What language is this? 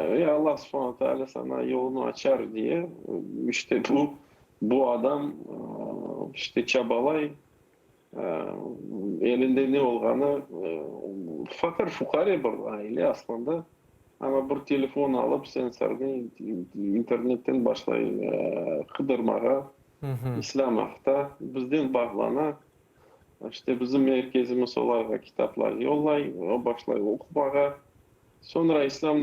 Crimean Tatar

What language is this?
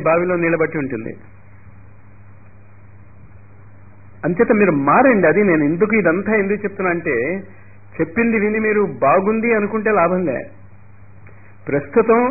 Telugu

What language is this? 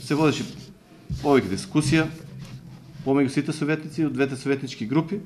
Macedonian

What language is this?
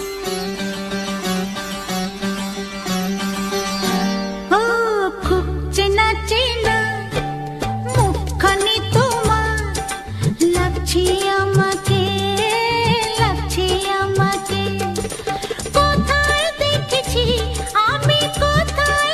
Bangla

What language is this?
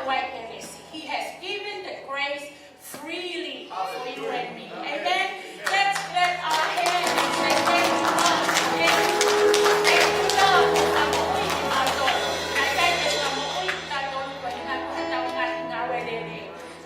Tongan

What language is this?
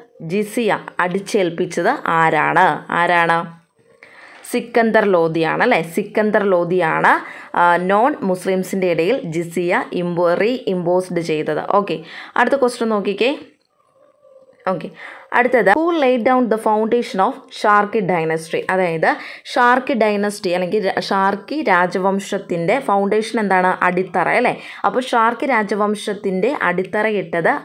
Malayalam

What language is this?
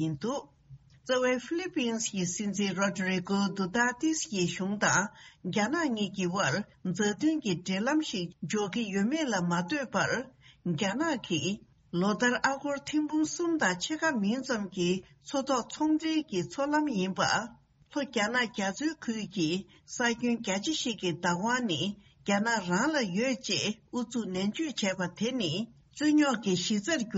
Tibetan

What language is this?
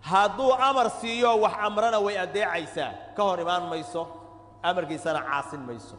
Somali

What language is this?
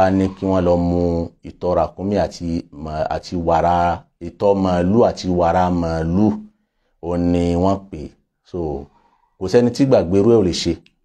Yoruba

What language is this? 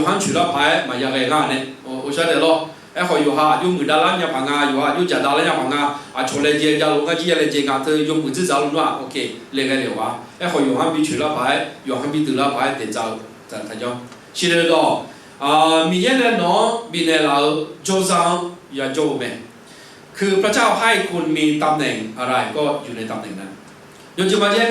Akha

